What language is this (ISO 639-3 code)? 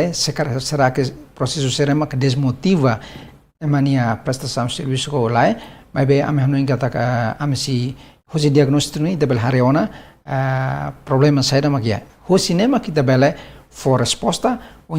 tet